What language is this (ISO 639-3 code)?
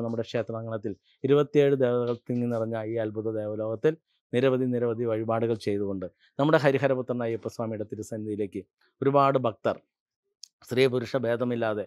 mal